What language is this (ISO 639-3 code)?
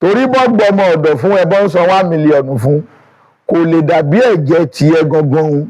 yor